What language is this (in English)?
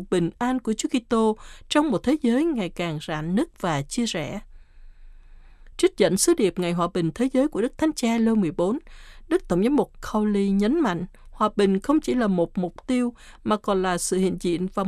Vietnamese